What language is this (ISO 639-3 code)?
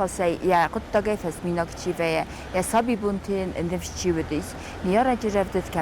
oss